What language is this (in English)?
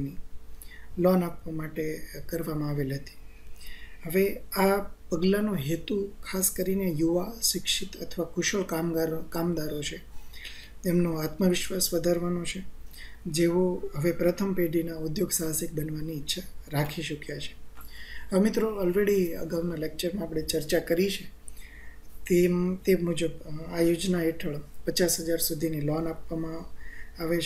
Gujarati